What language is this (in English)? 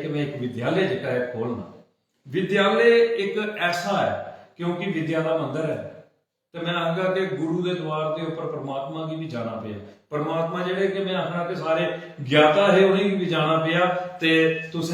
Dogri